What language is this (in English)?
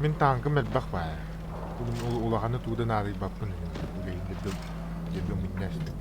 Yakut